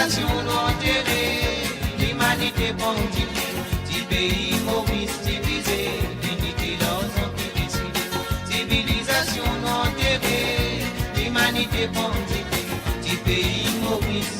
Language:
Morisyen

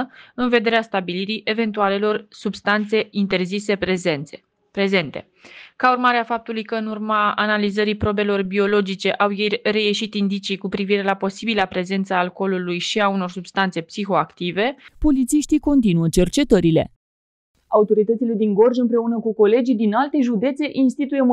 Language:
Romanian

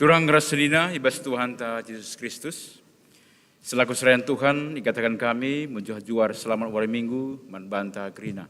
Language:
Batak Karo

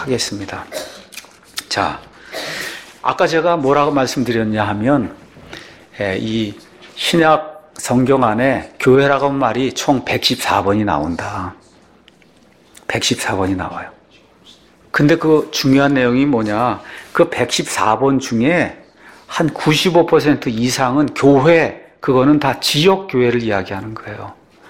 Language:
Korean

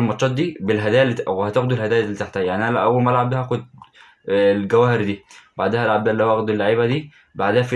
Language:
Egyptian Arabic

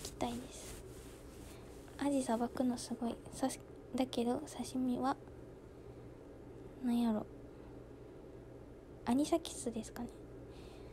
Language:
Japanese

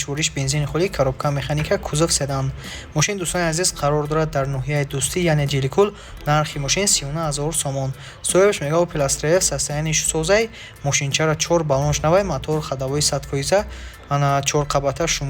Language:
Tajik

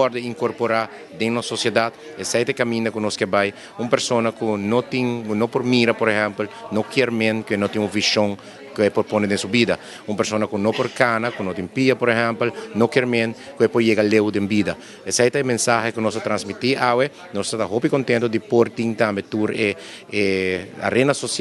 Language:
Papiamento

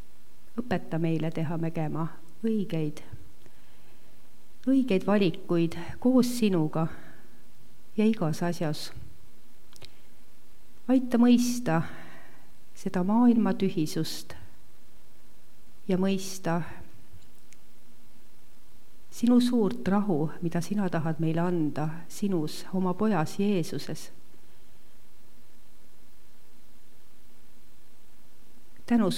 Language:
Estonian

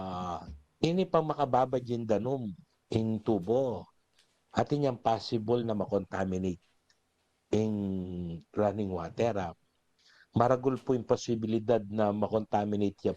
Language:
Pampanga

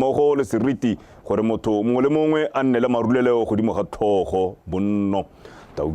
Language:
Tswana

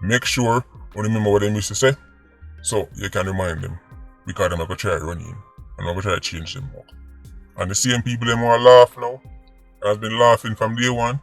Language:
Jamaican Creole English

